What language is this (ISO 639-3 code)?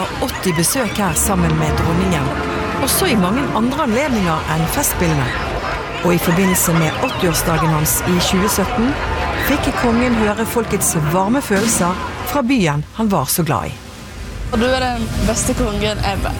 nor